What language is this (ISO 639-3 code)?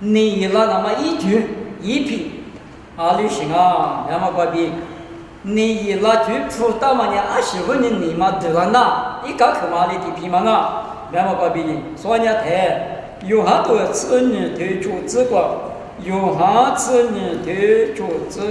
lis